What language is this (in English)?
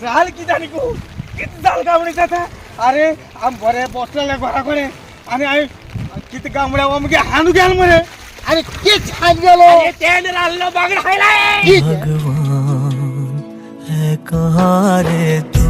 Konkani